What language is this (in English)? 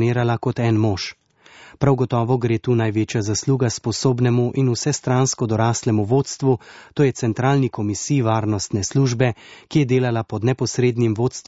Slovenian